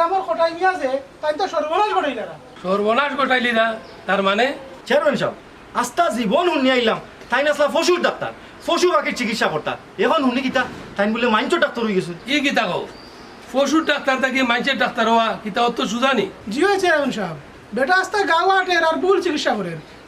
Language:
Sylheti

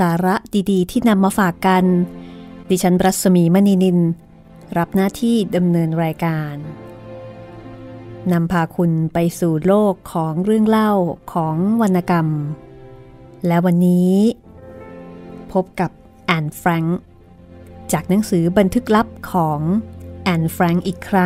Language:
Thai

